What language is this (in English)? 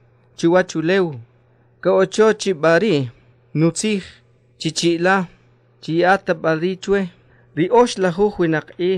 Achi